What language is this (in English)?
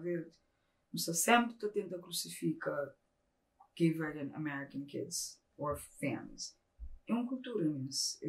Kabuverdianu